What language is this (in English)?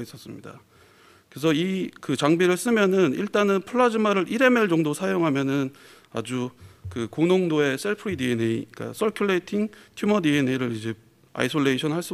Korean